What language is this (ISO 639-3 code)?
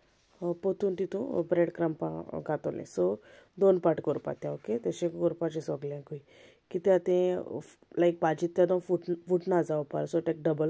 kok